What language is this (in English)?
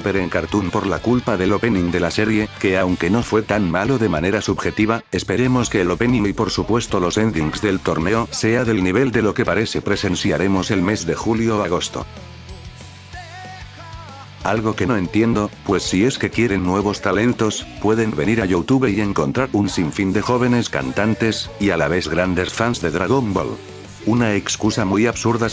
Spanish